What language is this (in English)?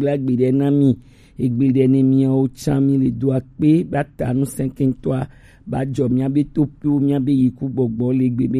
Gen